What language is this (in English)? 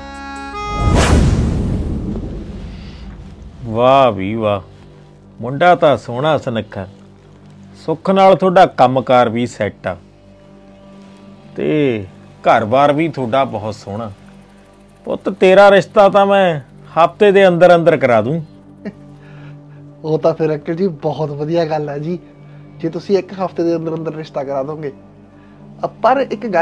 Punjabi